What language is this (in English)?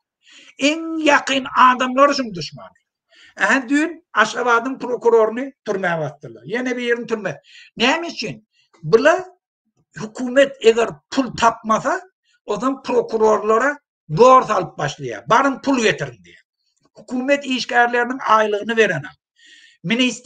Turkmen